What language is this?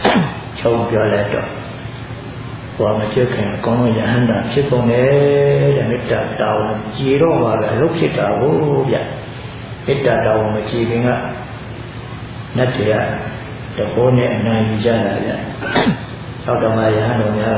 Burmese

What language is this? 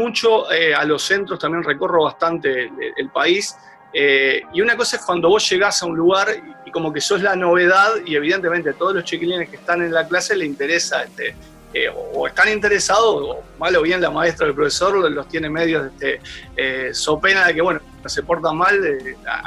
Spanish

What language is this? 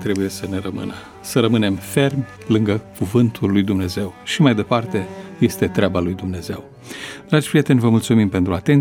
Romanian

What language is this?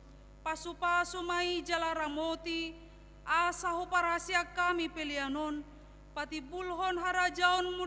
Batak Toba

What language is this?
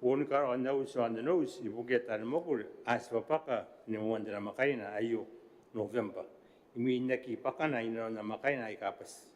Gilbertese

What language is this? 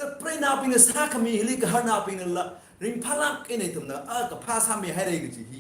Tangkhul Naga (India)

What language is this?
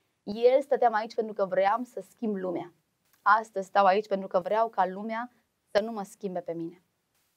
Romanian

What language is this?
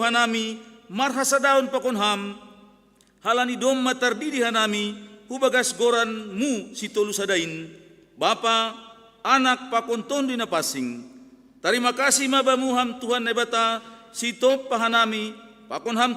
Batak Simalungun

